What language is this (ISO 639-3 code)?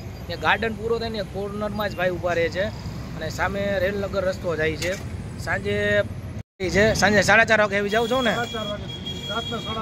guj